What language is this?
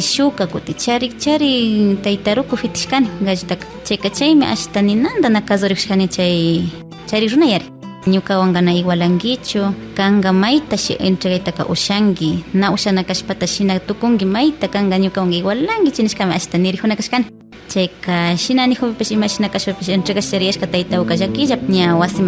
Imbabura Highland Quichua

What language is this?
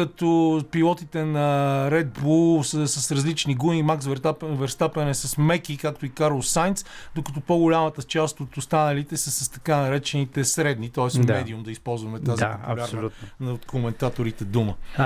Bulgarian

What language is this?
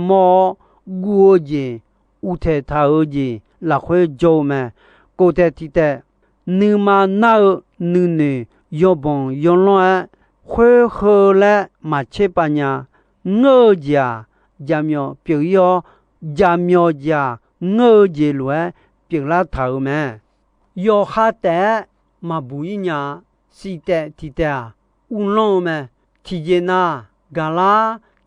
Akha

